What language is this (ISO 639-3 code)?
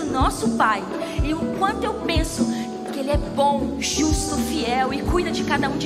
por